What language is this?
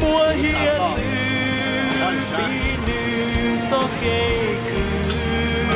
Hmong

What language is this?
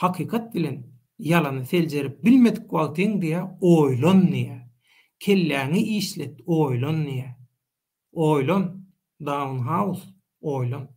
Turkmen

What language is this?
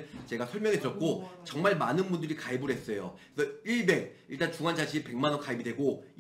Korean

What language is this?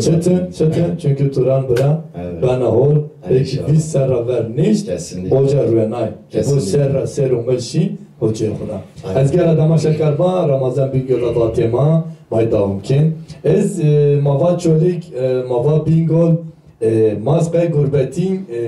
Zaza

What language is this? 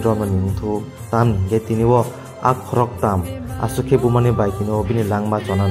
Kok Borok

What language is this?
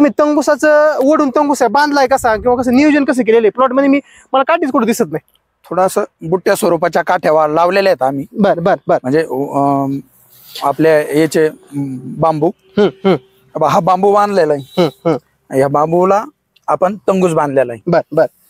Marathi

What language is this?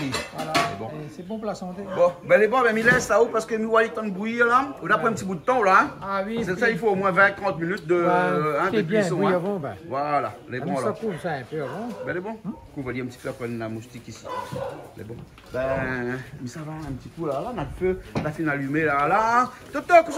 Réunion Creole French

